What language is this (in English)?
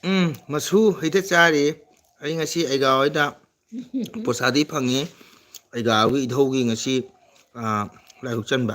Manipuri